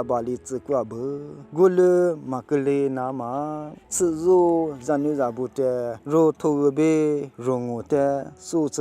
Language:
Lisu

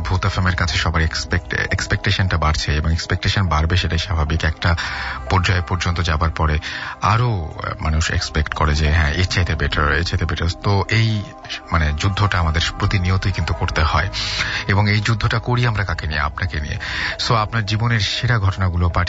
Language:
Bangla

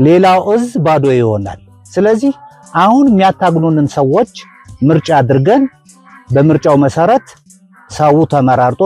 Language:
Amharic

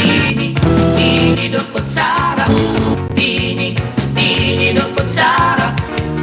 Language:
Waray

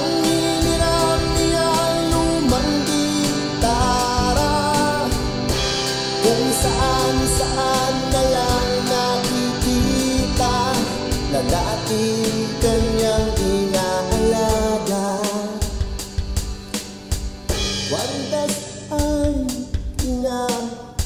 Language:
Filipino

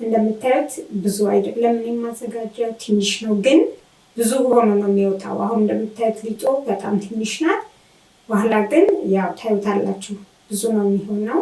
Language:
Amharic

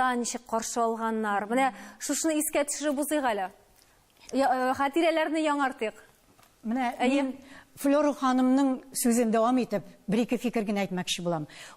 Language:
Tatar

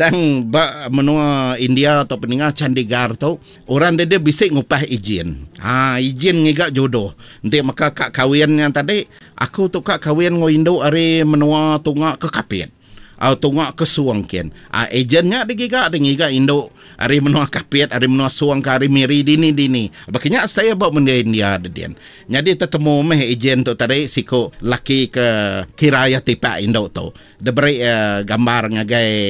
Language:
Iban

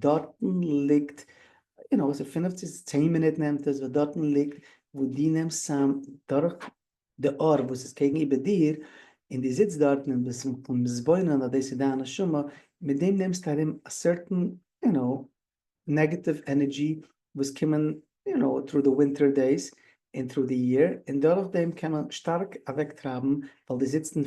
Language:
Yiddish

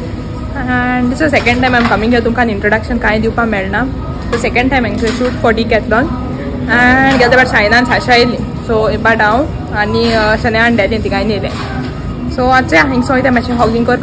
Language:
Konkani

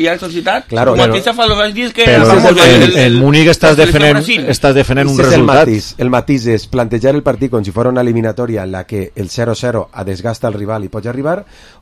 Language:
Catalan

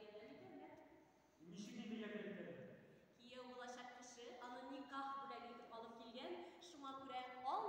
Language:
Tatar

